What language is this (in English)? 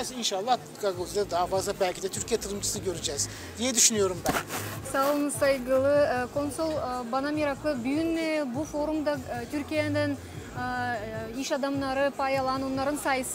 Gagauz